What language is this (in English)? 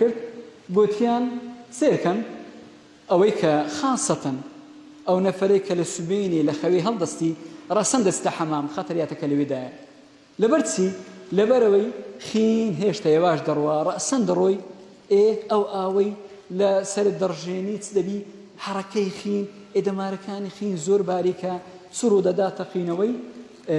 Central Kurdish